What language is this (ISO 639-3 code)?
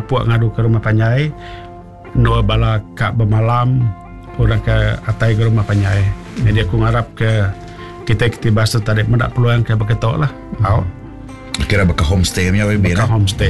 iba